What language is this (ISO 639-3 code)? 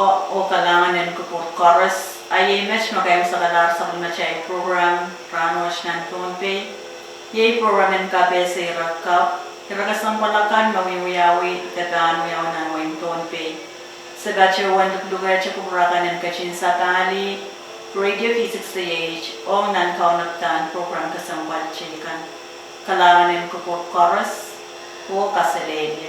pon